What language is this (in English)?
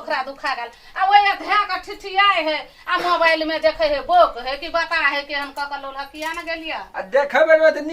Maithili